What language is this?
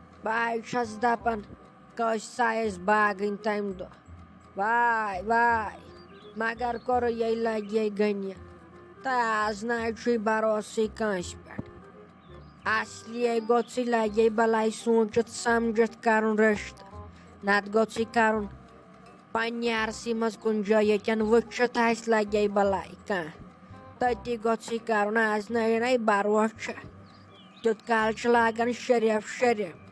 Kashmiri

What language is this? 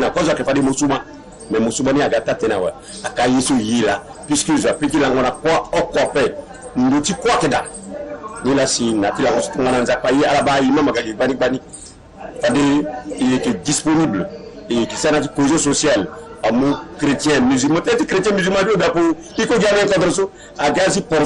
Sango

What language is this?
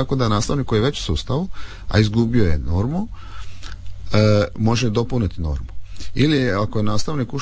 Croatian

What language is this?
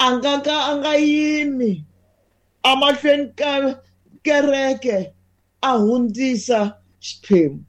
Tsonga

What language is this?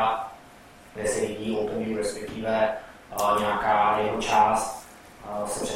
Czech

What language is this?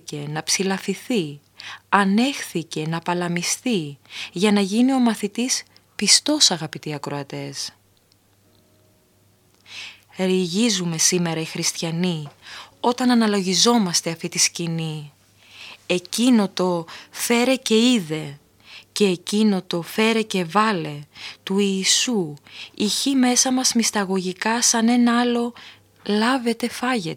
Greek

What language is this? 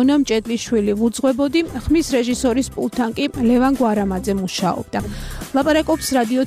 Georgian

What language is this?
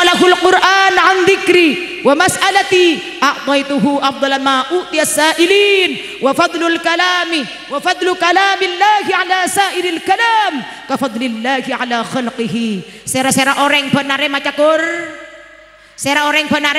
Madurese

